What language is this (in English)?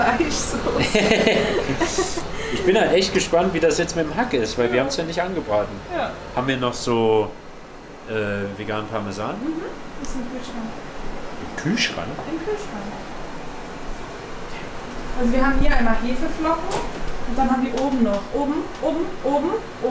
German